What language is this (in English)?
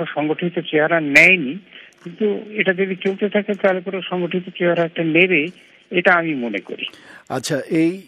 Bangla